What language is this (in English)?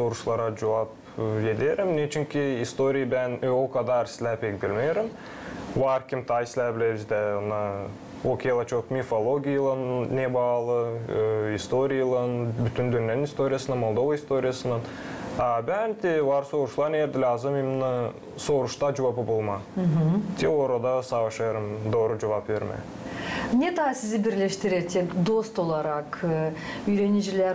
Gagauz